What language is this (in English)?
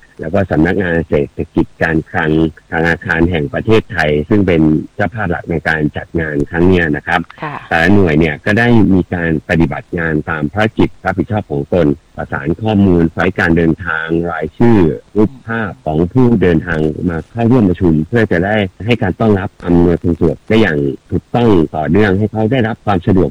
Thai